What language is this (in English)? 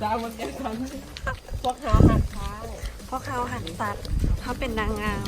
Lao